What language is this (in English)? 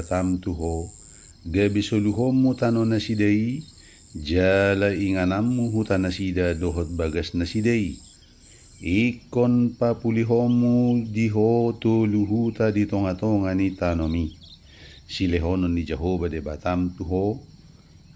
Batak Toba